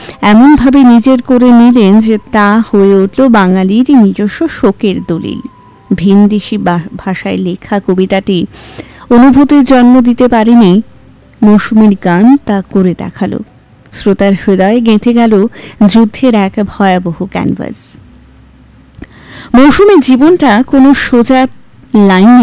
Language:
Bangla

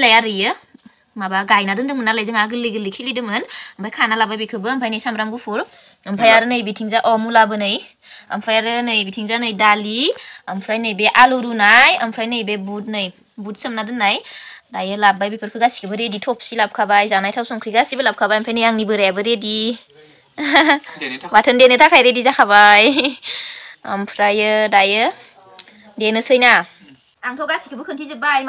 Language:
Bodo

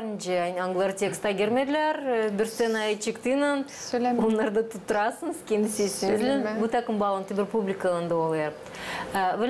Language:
Gagauz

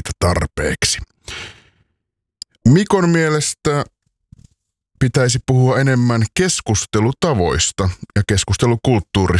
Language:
Finnish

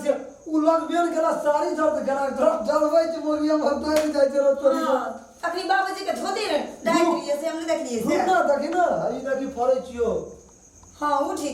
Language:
Maithili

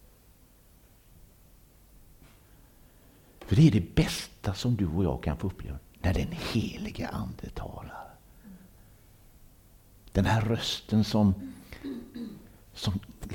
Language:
Swedish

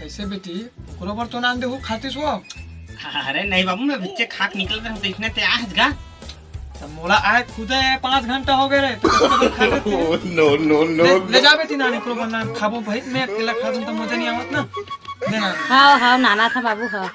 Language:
Chhattisgarhi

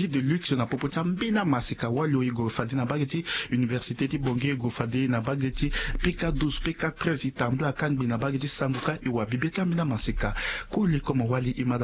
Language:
Sango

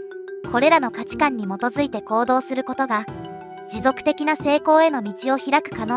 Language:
Japanese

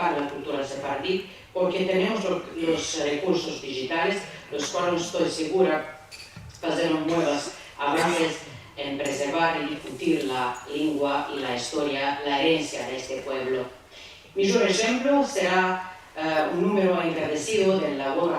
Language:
Ladino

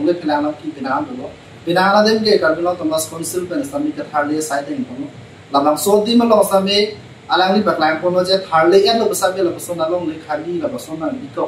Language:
Karbi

